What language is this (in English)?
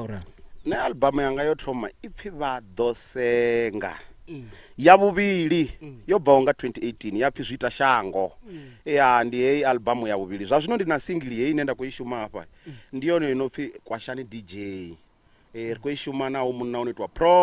Venda